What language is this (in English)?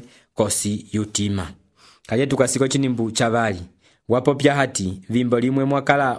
Umbundu